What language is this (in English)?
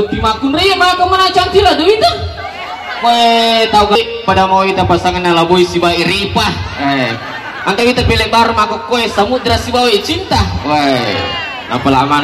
Buginese